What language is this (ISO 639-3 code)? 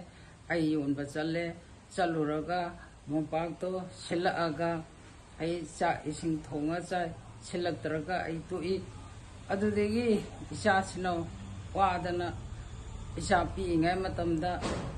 mni